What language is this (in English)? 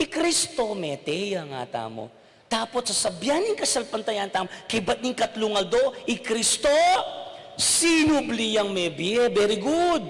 Pampanga